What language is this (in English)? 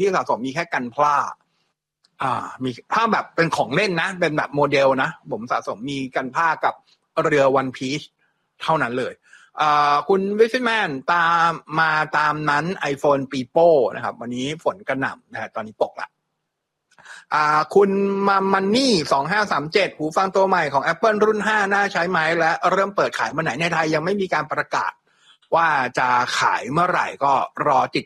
Thai